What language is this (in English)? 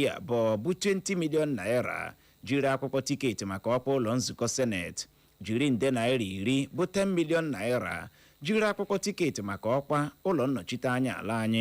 Igbo